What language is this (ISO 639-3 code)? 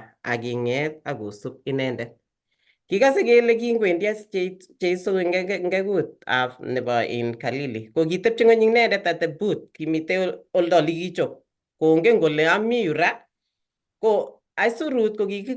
kln